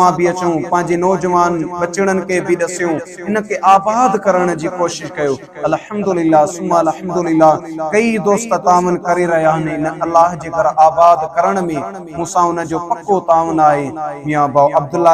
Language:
Sindhi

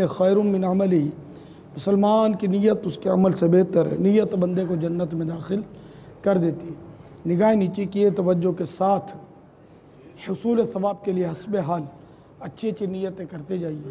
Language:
Urdu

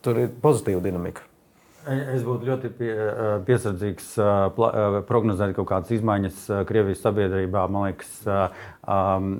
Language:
Latvian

